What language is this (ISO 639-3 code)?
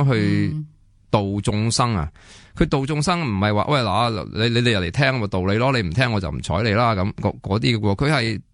yue